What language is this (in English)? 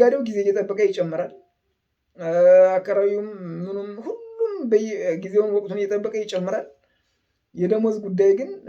Amharic